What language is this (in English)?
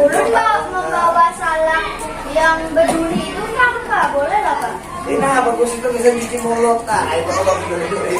Banjar